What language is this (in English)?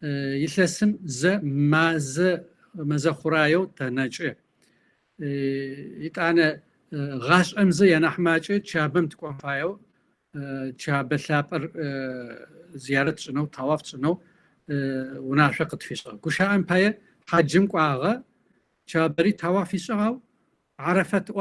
Kabardian